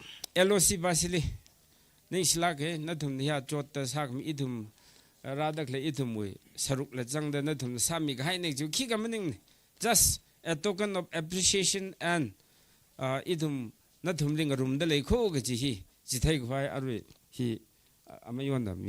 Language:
Tangkhul Naga (India)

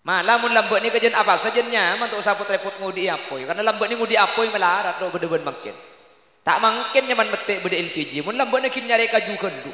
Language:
Madurese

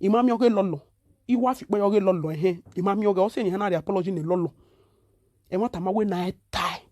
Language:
Nigerian Pidgin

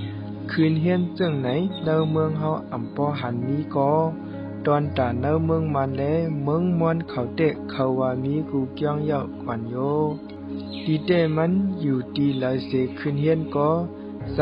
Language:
Shan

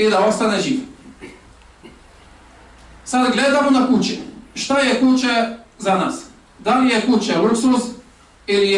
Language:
Bosnian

